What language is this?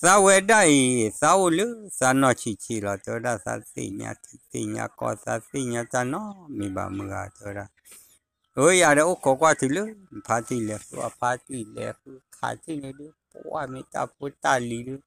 S'gaw Karen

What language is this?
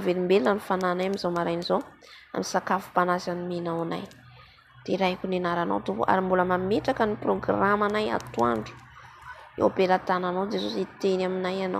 Malagasy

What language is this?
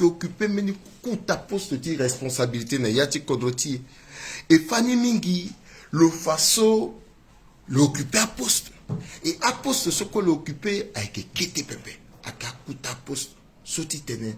Sango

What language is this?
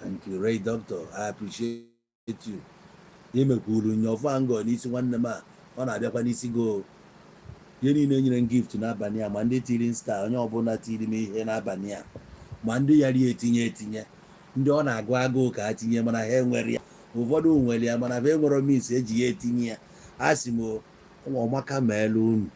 Igbo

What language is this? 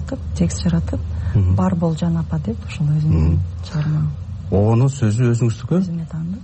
Kyrgyz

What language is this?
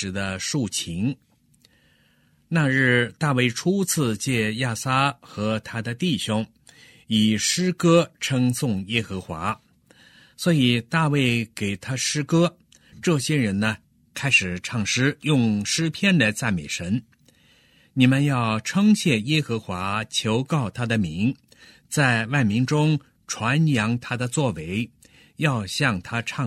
Chinese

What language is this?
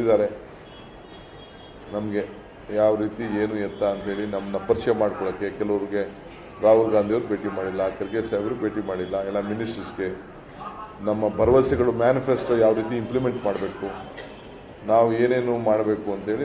Kannada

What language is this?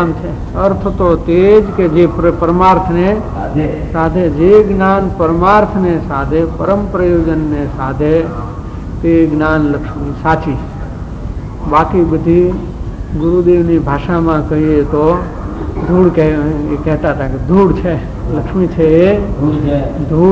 Gujarati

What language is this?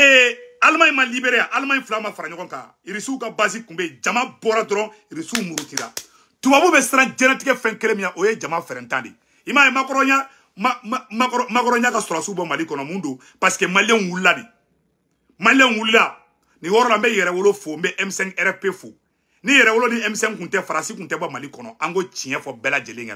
Bambara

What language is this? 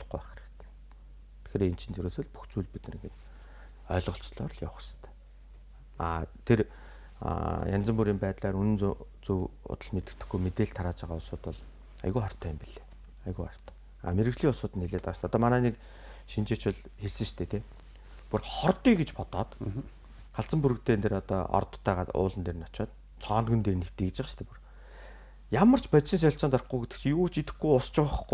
Mongolian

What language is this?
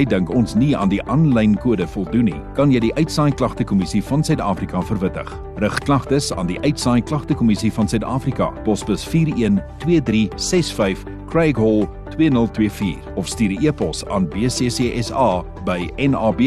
Afrikaans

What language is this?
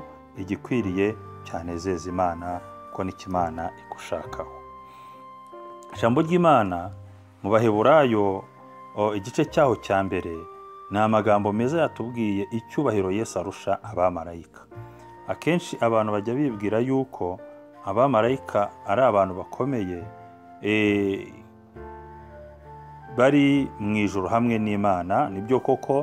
Kinyarwanda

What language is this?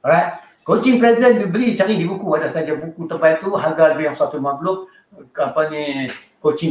Malay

